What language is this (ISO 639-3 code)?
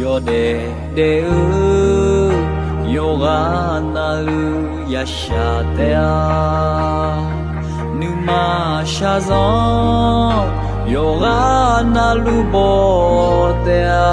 ahk